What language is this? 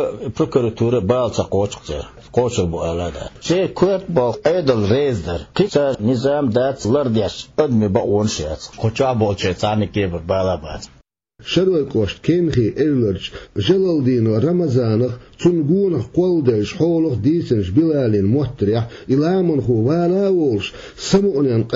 Chechen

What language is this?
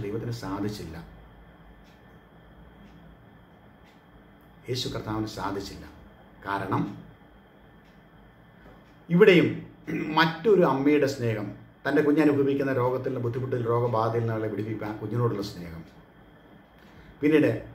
Malayalam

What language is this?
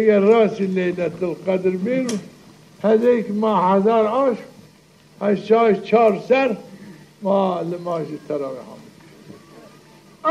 Zaza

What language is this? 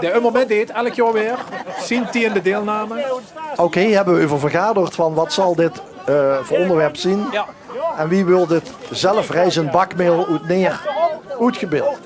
Limburgish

